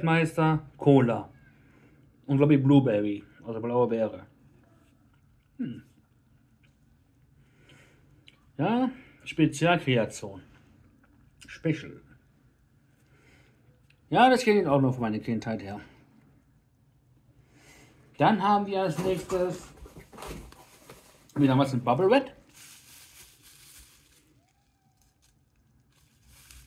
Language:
German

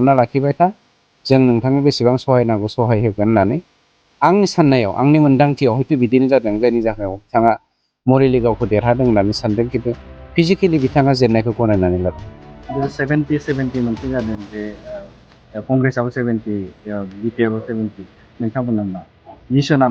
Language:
Bodo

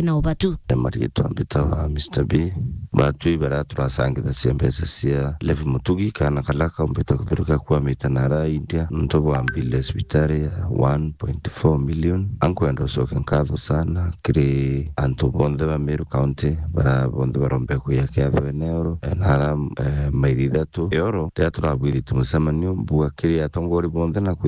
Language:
Meru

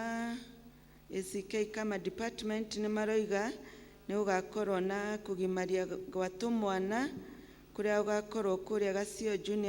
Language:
Kikuyu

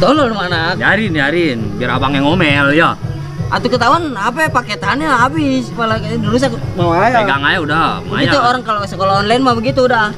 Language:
Betawi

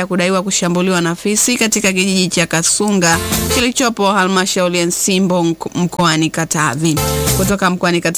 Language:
Swahili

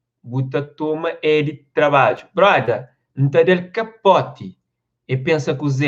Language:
Kabuverdianu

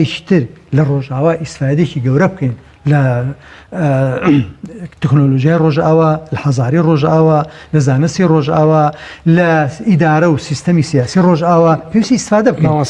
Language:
Central Kurdish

